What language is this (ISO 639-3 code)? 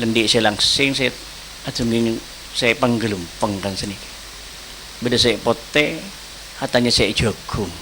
mad